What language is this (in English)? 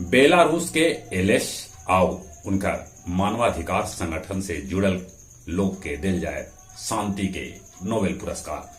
Magahi